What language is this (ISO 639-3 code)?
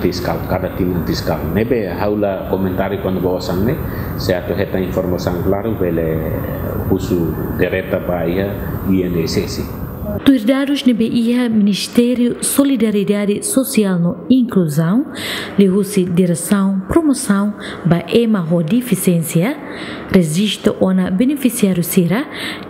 tet